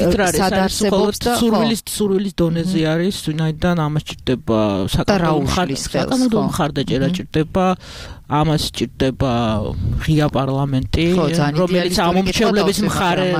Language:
Georgian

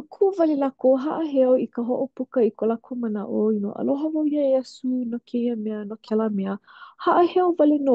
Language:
Hawaiian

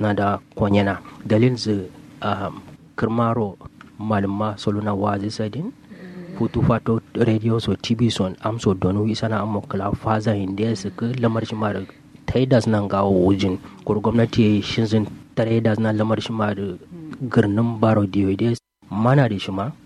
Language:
Kanuri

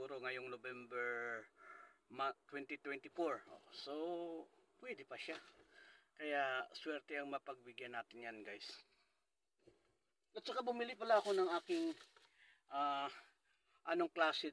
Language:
Filipino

